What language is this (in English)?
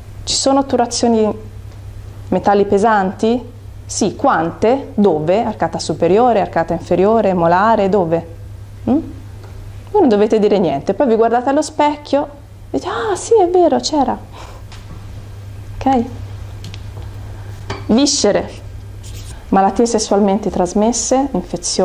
Italian